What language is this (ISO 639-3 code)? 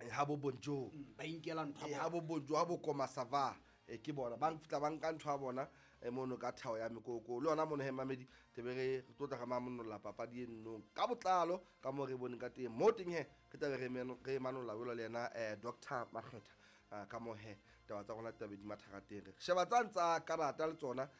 sot